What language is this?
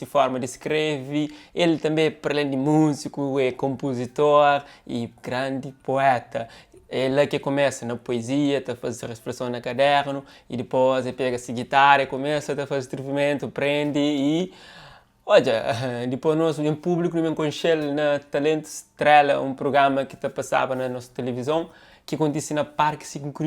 Kabuverdianu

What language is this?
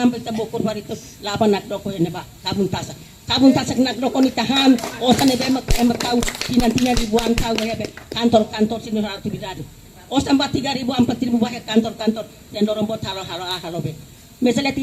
Tetum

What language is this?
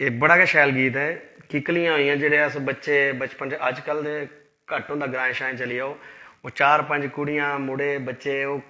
Dogri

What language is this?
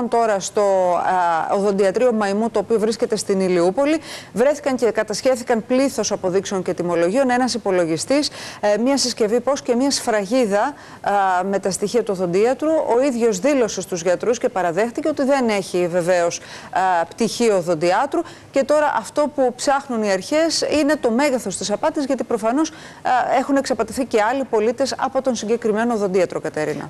Greek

